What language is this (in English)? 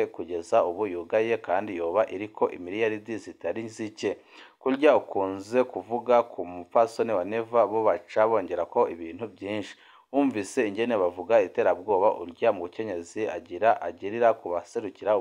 Rundi